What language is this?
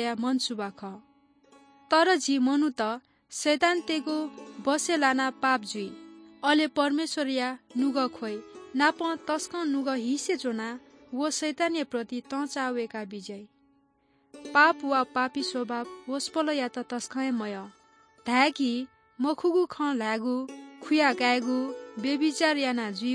Newari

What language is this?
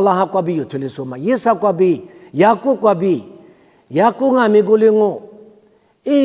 Lisu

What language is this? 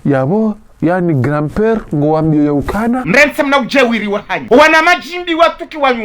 Ngazidja Comorian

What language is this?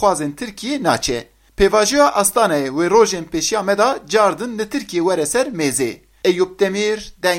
Kurdish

